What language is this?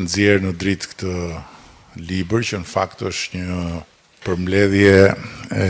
Albanian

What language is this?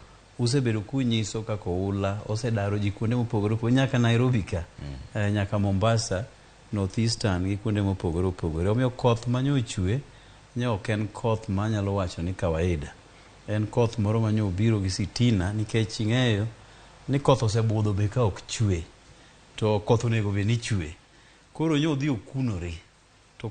Luo (Kenya and Tanzania)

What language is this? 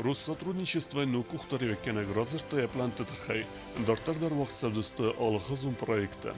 Ossetic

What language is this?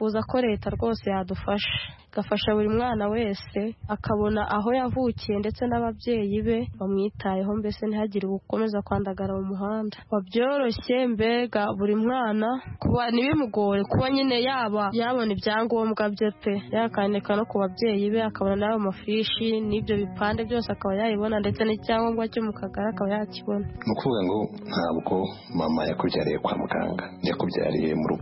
Kinyarwanda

